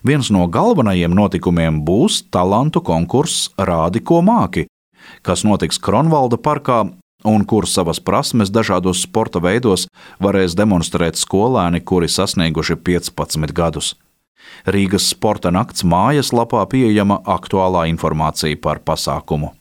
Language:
Latvian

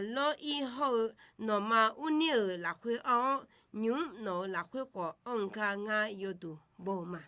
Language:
Akha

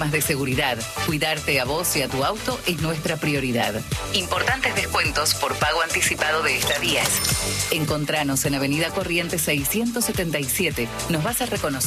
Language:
Spanish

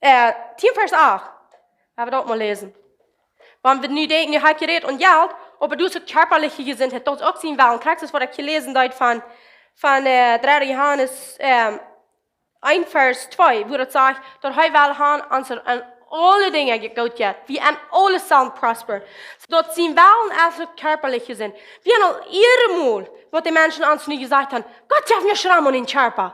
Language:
Plautdietsch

